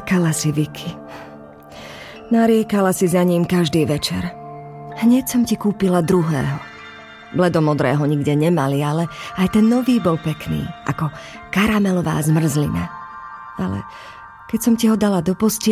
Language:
Slovak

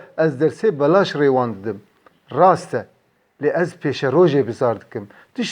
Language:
Kurdish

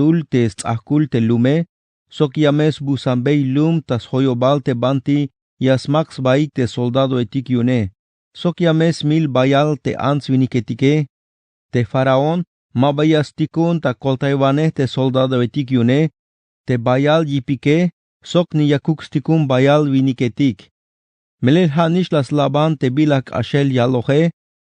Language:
Tzeltal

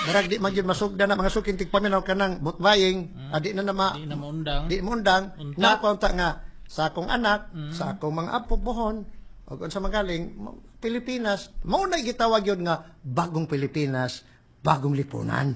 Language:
Cebuano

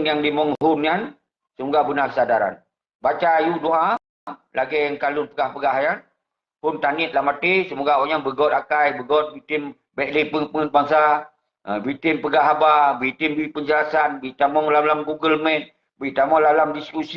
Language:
Achinese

